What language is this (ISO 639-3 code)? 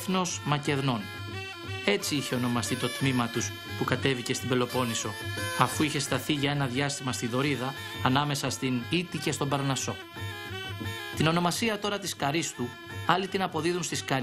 ell